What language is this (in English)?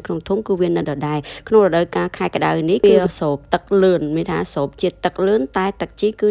Khmer